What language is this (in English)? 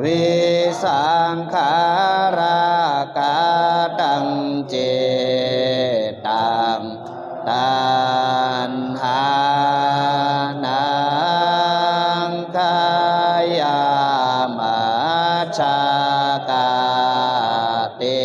Pali